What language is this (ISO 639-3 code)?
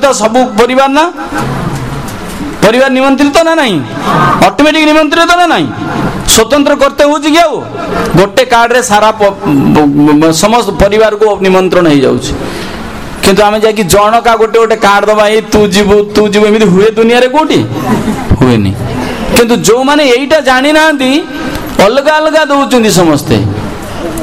ori